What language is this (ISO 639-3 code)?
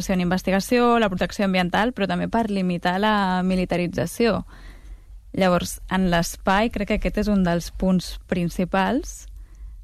cat